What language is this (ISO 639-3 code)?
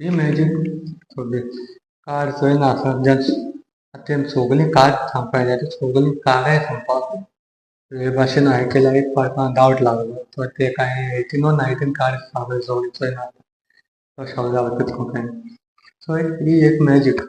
kok